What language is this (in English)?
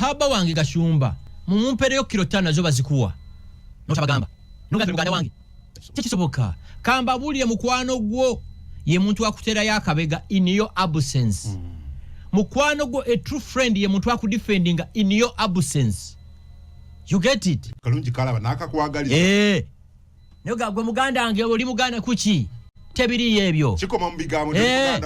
Ganda